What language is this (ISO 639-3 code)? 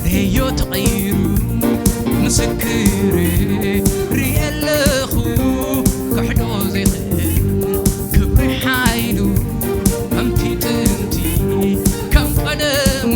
tir